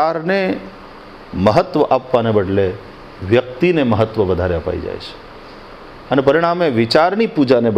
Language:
Gujarati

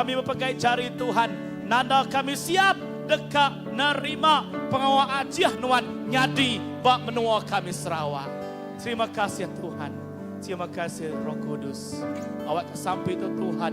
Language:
Iban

